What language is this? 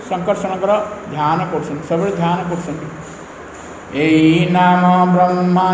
Odia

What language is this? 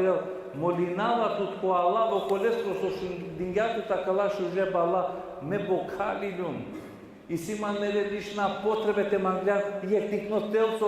Balkan Romani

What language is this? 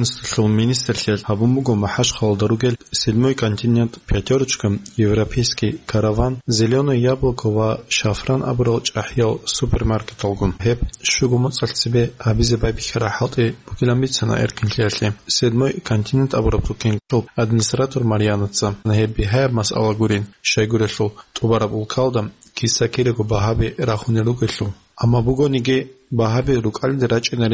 Avaric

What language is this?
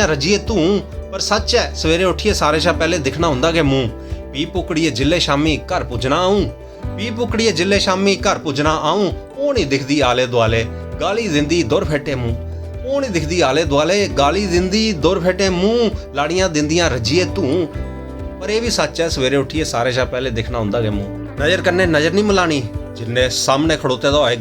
Dogri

